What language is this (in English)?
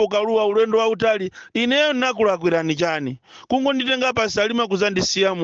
Nyanja